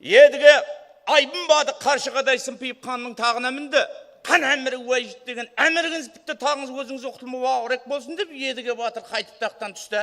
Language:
Kara-Kalpak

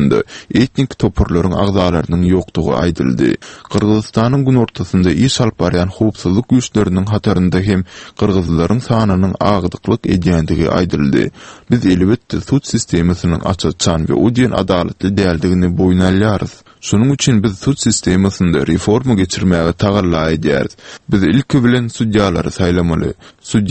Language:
Turkmen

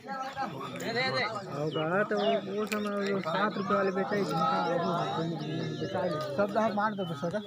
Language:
Chhattisgarhi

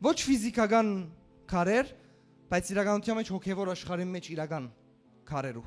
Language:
Western Armenian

